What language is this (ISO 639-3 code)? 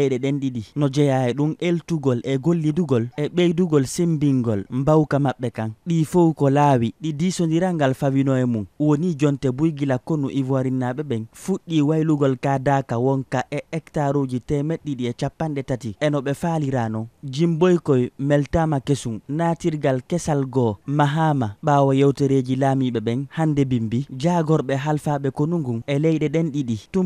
ful